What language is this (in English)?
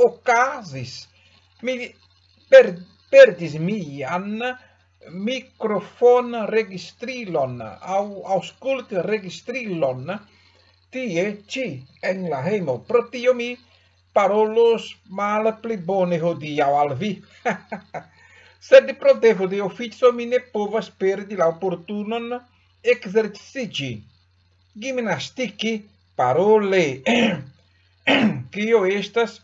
Esperanto